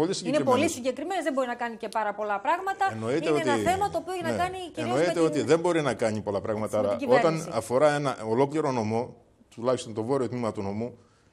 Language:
Greek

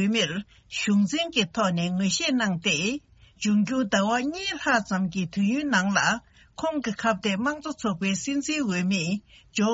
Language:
Tibetan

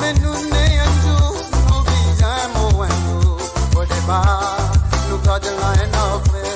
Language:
Morisyen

